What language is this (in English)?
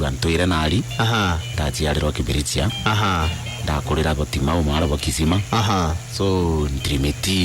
Meru